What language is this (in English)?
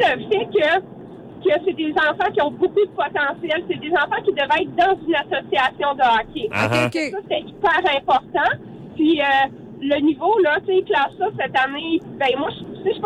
French